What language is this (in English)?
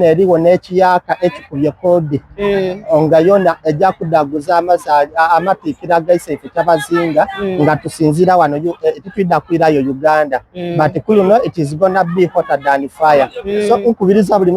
Soga